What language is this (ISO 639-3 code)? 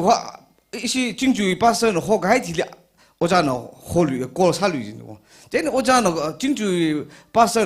nmf